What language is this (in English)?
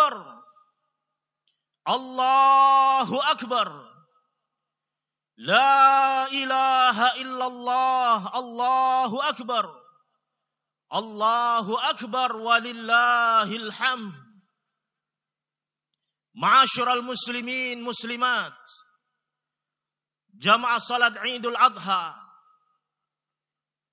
Indonesian